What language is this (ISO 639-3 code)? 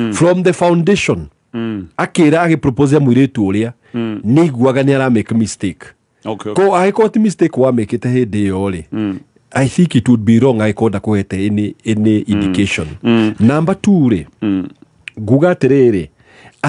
kik